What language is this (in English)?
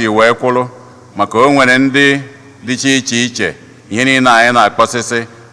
Igbo